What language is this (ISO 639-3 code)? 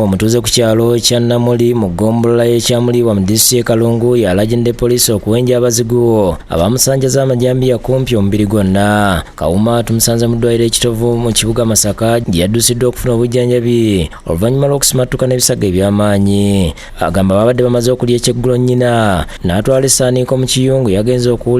lug